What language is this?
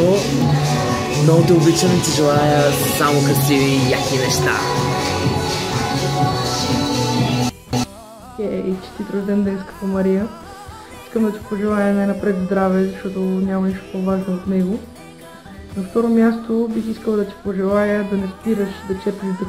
Bulgarian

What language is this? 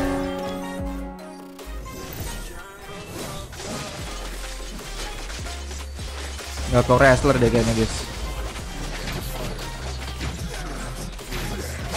Indonesian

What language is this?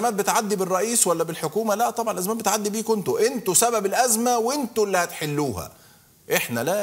Egyptian Arabic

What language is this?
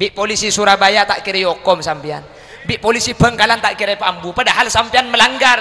Madurese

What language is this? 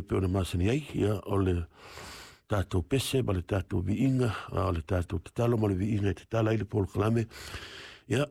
Samoan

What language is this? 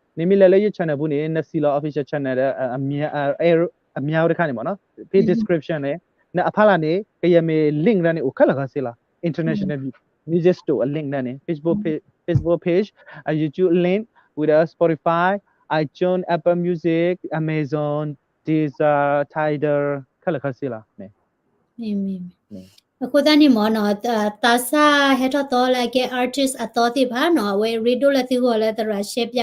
S'gaw Karen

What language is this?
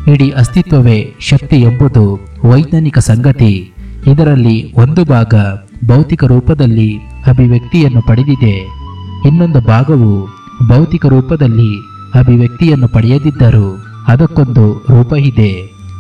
Kannada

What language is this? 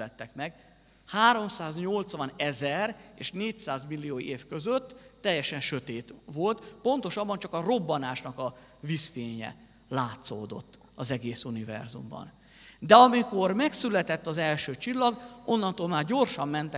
Hungarian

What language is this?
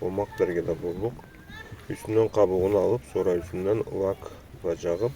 Karachay-Balkar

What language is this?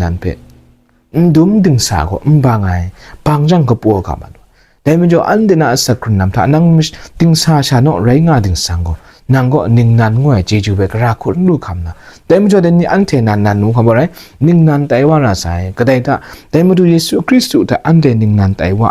Kachin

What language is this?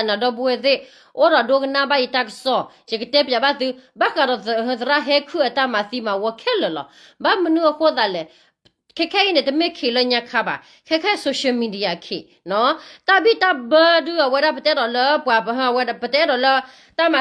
S'gaw Karen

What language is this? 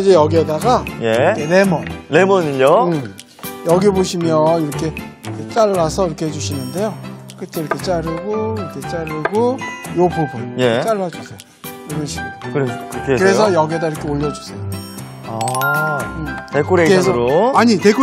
Korean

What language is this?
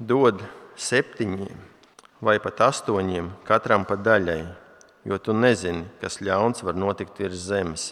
Latvian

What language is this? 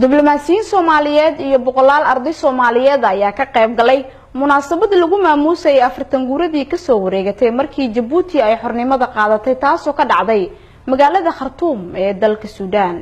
Somali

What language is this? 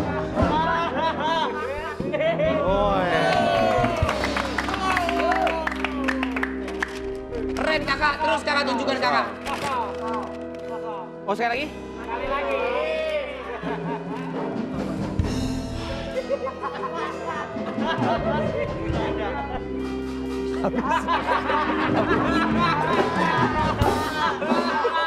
Indonesian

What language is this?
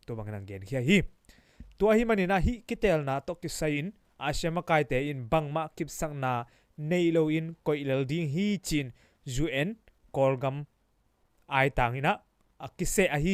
Tedim Chin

